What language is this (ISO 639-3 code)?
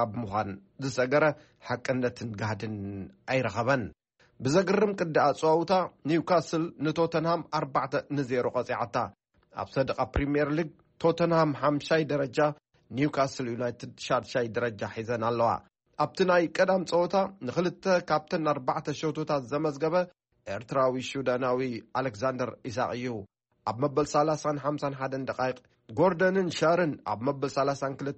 tir